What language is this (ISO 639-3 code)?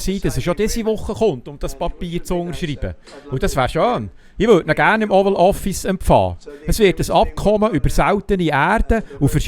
gsw